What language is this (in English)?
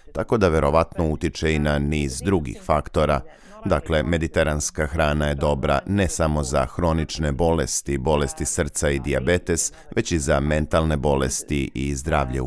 Serbian